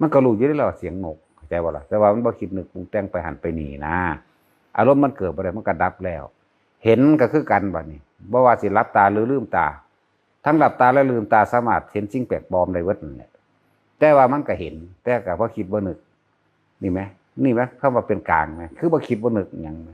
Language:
Northeastern Thai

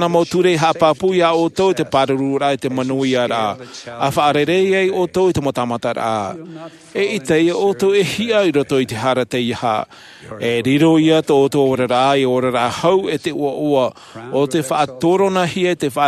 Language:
Tahitian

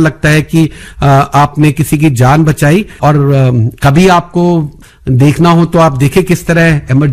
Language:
Hindi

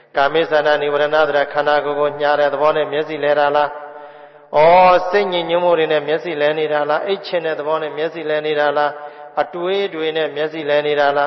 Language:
Burmese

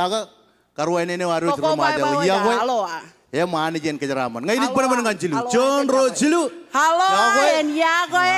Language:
Marshallese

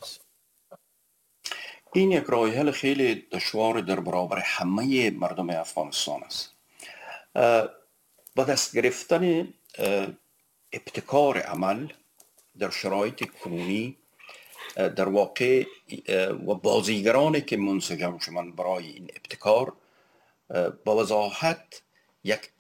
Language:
Persian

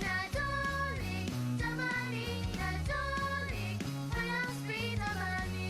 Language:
Welsh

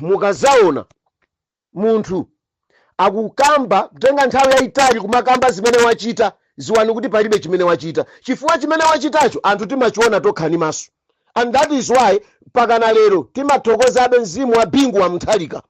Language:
Nyanja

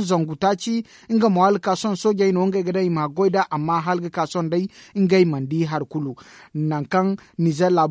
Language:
Zarma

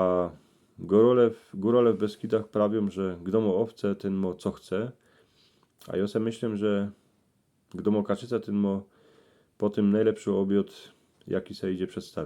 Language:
Silesian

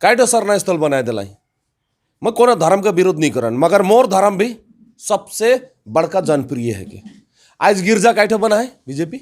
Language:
Sadri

